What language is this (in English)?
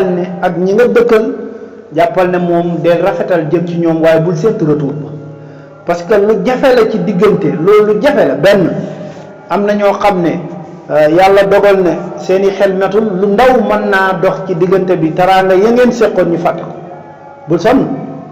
Wolof